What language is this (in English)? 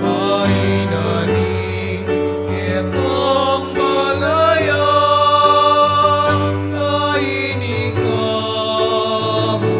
Pampanga